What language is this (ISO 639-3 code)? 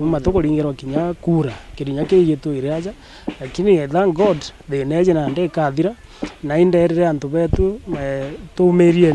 mer